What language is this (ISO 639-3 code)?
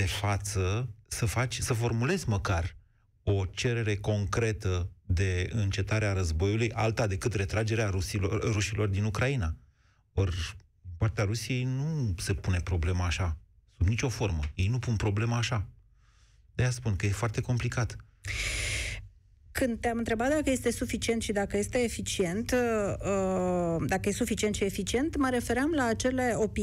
ron